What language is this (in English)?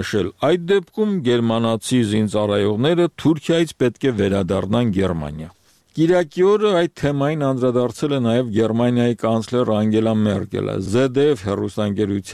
Armenian